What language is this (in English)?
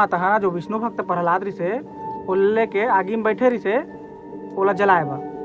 Chhattisgarhi